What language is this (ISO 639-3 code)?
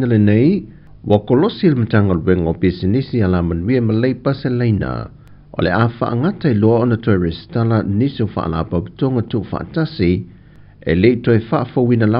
smo